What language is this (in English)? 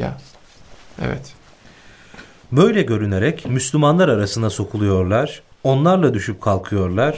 Turkish